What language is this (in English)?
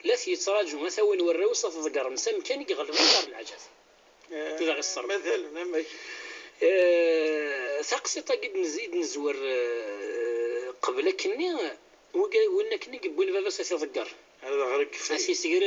Kabyle